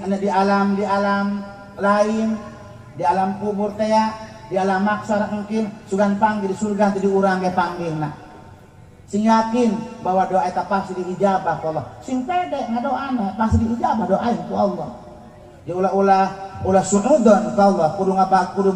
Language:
Sundanese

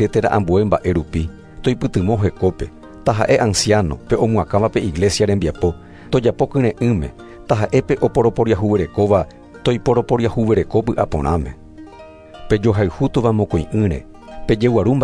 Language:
Guarani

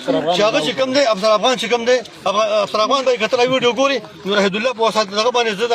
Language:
Pashto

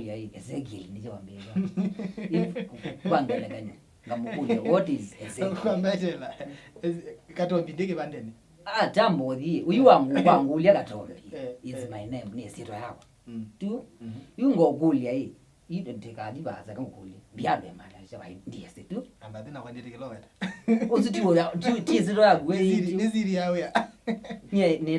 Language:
Kamba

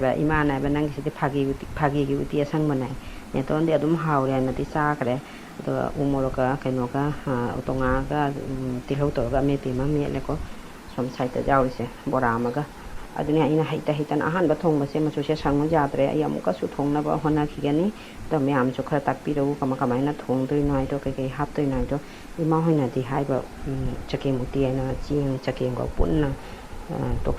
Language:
Manipuri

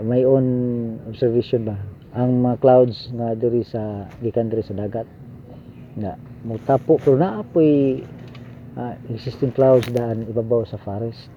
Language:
Cebuano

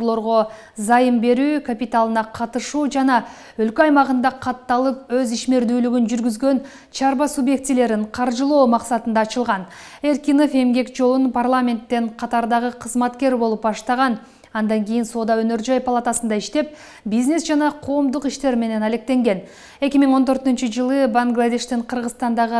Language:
Kyrgyz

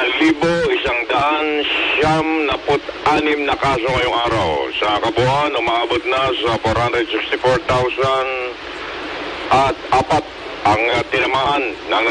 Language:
Filipino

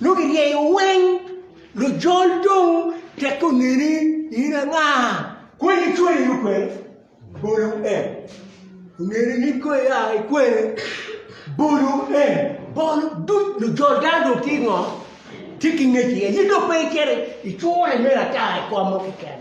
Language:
Acoli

